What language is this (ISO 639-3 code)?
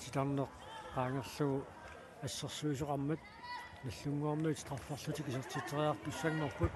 kal